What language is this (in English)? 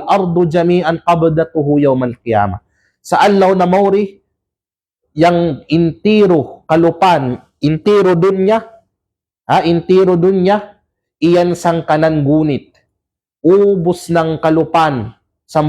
Kalagan